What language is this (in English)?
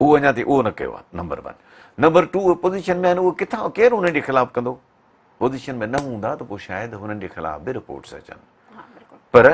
Sindhi